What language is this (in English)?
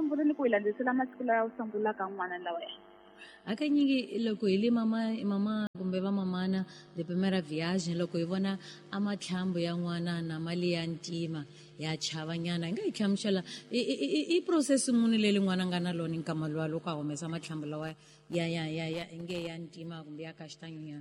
Tsonga